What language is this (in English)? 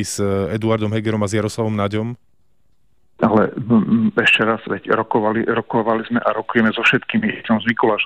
Slovak